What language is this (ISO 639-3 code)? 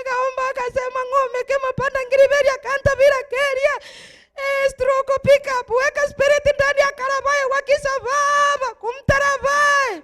mer